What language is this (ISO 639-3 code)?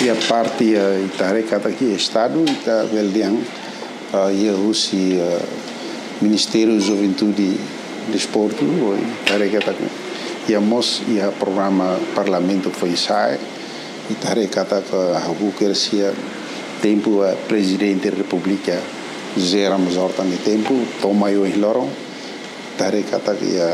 tet